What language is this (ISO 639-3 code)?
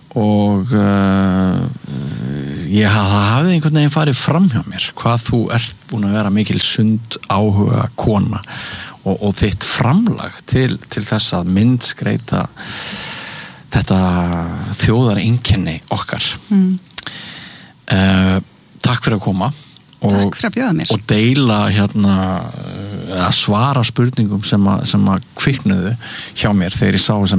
isl